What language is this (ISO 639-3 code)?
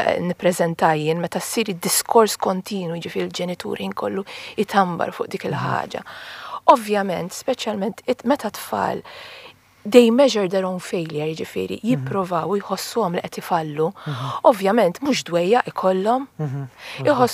mlt